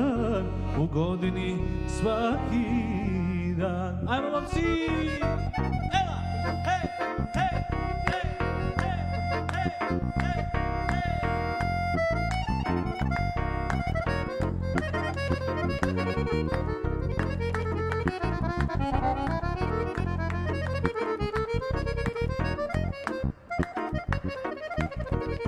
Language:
Serbian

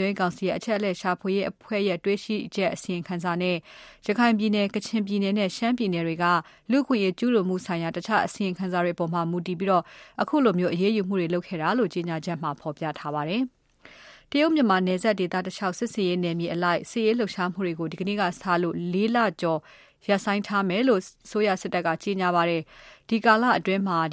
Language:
Burmese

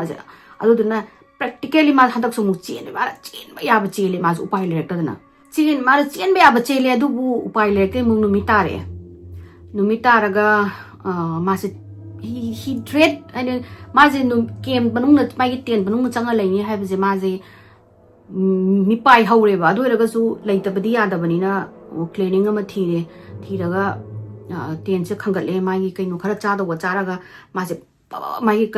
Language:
Manipuri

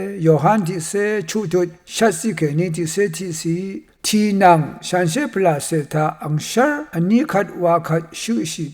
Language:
Rawang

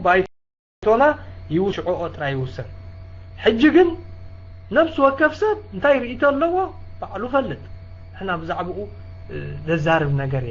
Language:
Tigrinya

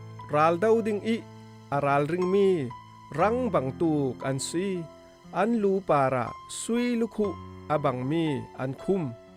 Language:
Falam Chin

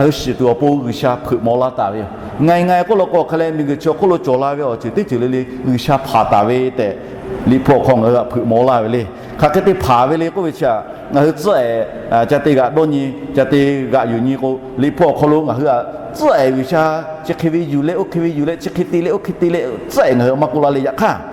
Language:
Lahu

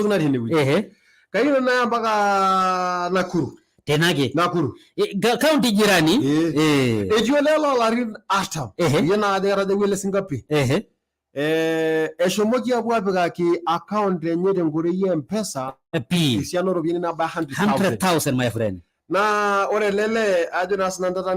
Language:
Masai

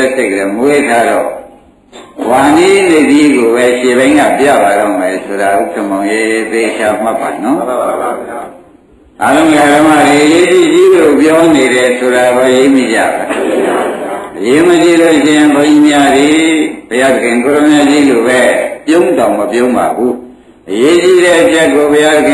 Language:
Burmese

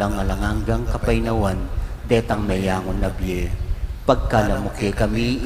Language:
Pampanga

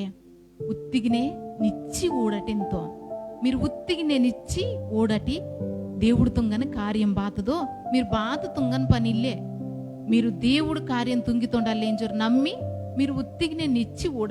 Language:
Koya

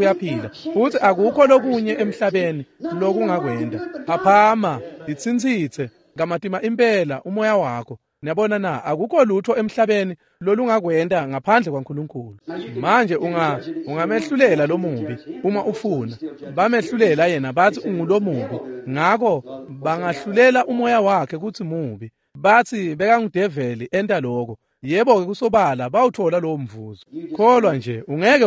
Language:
Swati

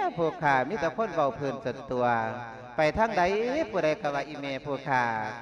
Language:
Lao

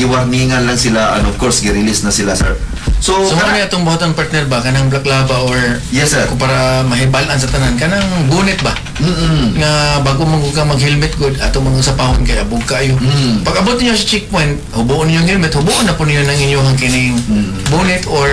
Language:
Cebuano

